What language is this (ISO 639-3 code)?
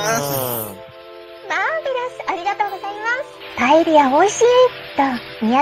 jpn